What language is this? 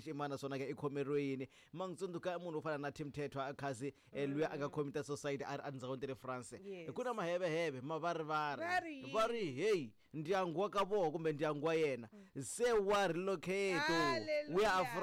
Tsonga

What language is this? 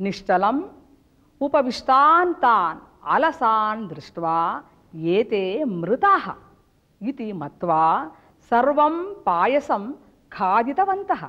Sanskrit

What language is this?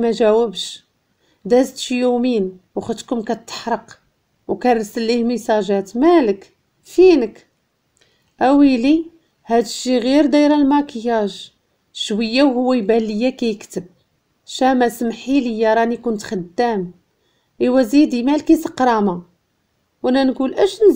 Moroccan Arabic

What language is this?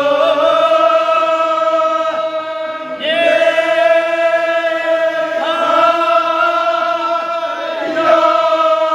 Kashmiri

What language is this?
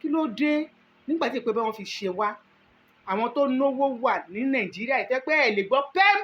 Yoruba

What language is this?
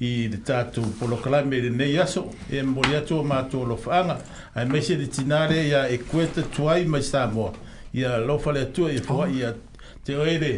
Samoan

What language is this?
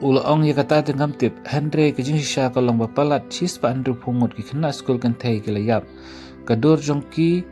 Khasi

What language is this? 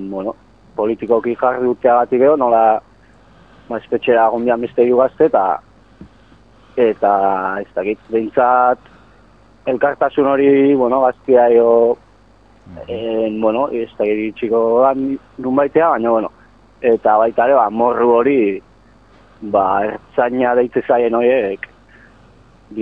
Basque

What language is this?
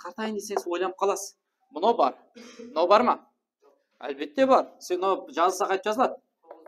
Kara-Kalpak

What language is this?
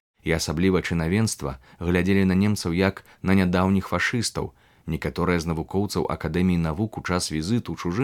Belarusian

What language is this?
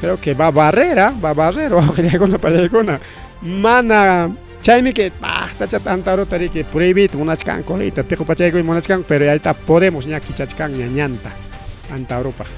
Ayacucho Quechua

